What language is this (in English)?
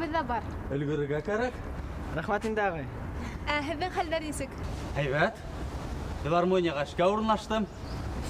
Bashkir